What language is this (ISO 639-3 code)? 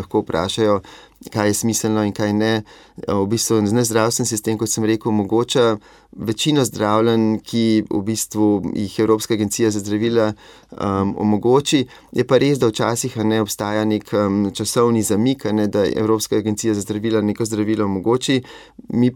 slv